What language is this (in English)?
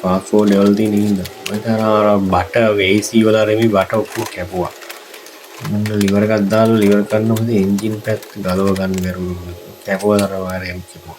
Sinhala